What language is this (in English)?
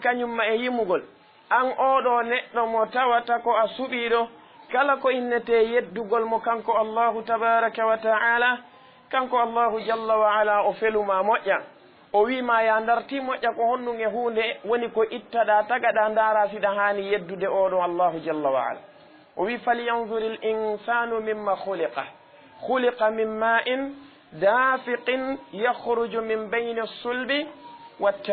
Fula